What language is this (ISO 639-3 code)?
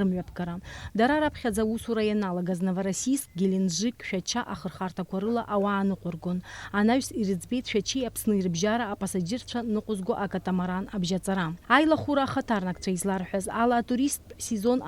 abk